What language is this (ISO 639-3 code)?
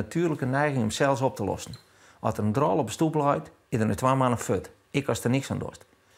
fry